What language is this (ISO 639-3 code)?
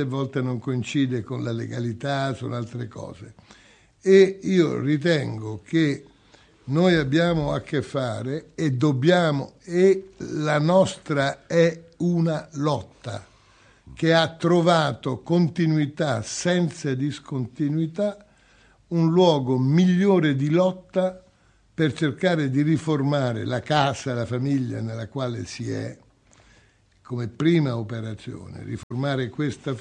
ita